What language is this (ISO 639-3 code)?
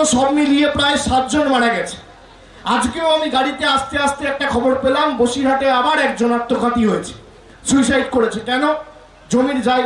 ben